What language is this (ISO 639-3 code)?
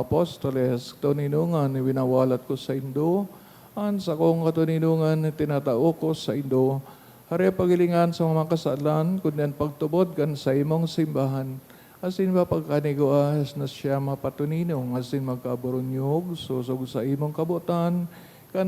bik